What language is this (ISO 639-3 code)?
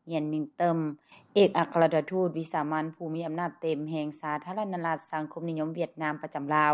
lao